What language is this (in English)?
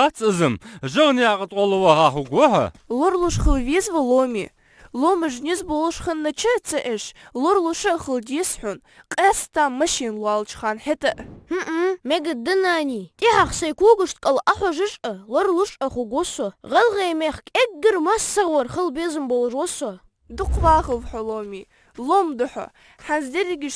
Ingush